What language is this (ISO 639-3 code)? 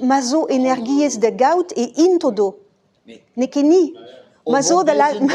bre